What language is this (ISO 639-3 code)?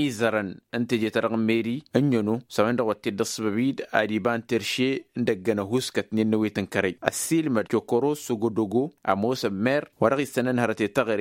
taq